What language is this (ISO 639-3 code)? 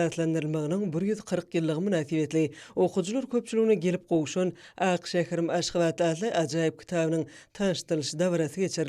tuk